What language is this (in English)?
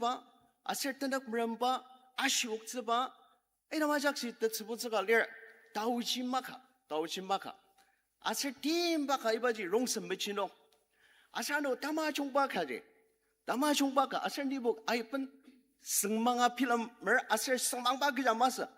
Ao Naga